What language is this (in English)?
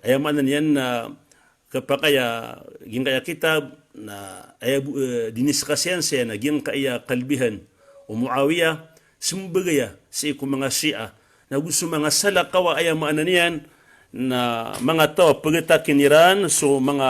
Maranao